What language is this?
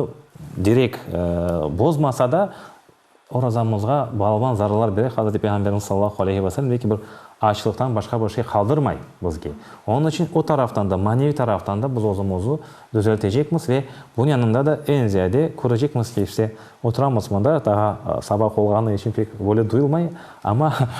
Crimean Tatar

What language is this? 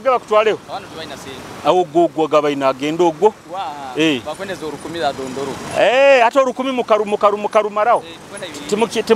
Nyoro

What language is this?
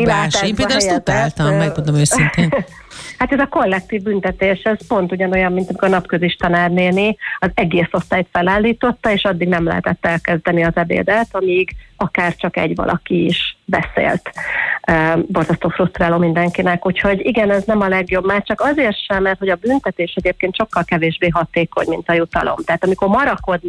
Hungarian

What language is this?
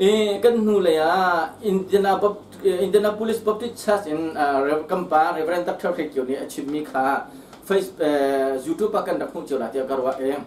Hakha Chin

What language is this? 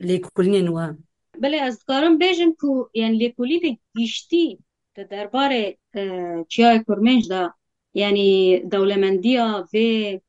Kurdish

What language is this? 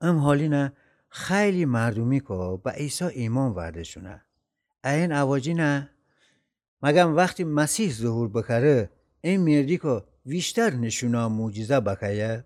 Gilaki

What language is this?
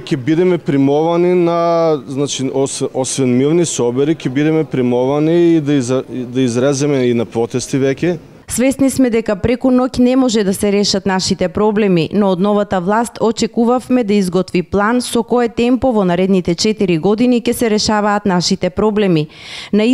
Macedonian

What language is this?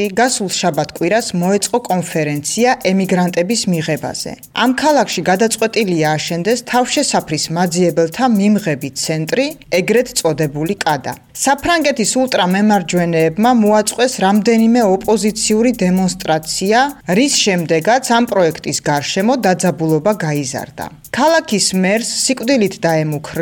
Georgian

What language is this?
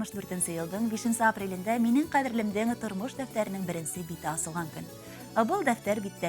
Bashkir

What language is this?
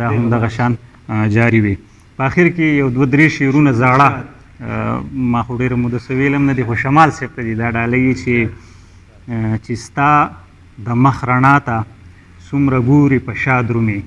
Pashto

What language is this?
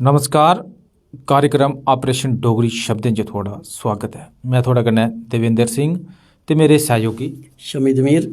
Dogri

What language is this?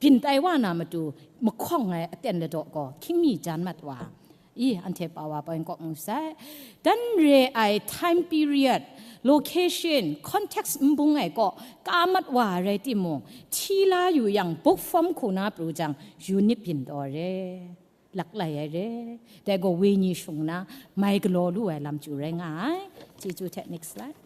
Kachin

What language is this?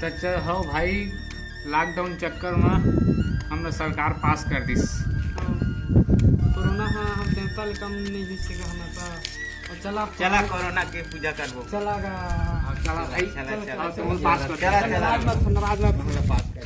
Chhattisgarhi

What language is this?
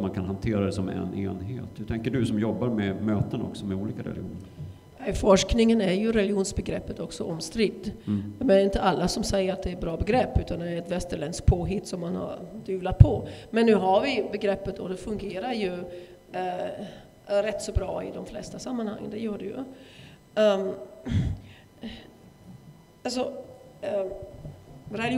Swedish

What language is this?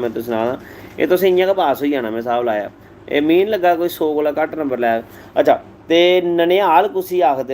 Dogri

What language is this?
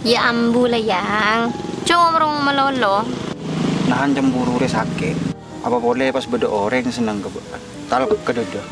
Madurese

